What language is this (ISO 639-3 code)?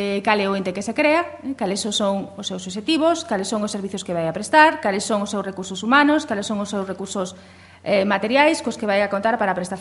glg